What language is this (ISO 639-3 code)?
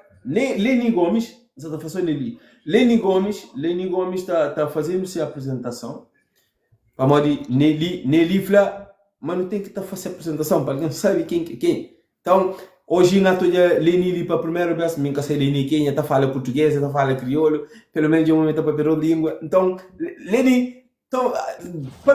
kea